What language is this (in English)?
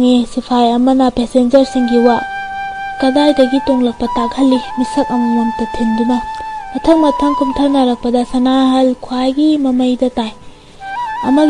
Manipuri